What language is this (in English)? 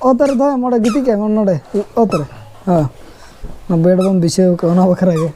Santali